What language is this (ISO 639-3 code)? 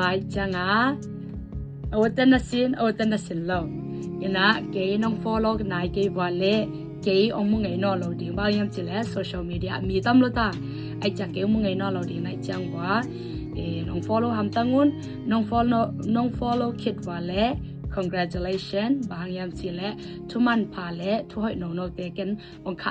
ctd